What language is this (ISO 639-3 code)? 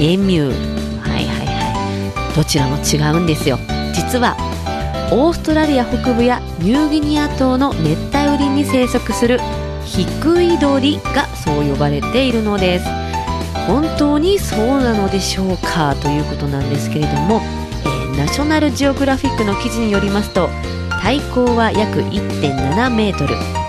jpn